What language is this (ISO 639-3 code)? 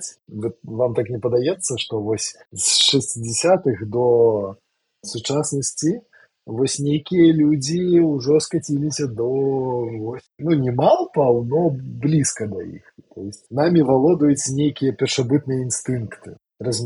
bel